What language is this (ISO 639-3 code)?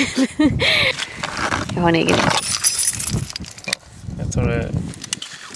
swe